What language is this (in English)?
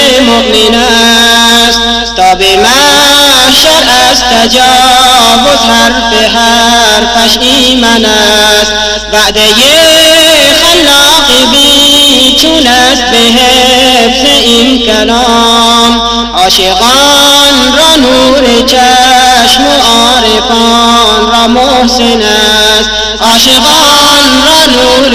Persian